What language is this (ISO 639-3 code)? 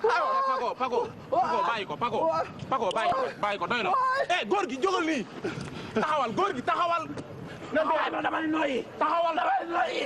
wol